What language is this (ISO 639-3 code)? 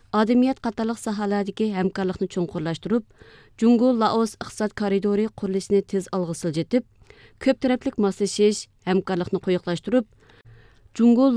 uig